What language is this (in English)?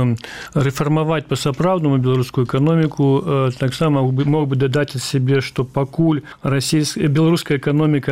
Belarusian